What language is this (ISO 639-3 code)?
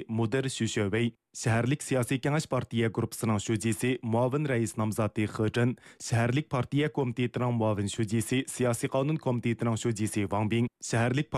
uig